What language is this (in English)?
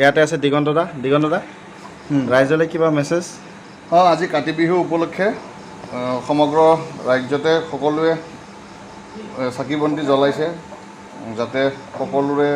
Assamese